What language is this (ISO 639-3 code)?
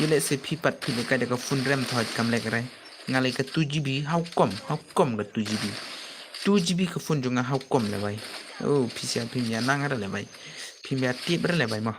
kha